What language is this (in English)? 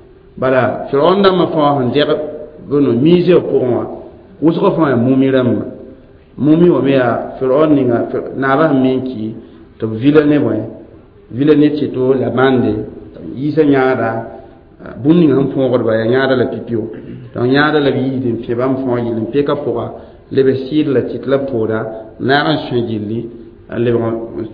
Mossi